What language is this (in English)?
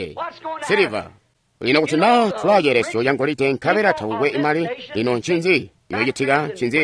Tonga (Zambia)